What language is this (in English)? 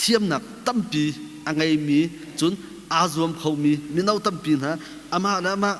Hakha Chin